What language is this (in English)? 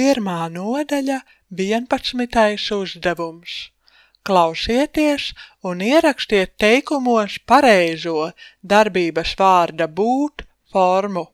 Latvian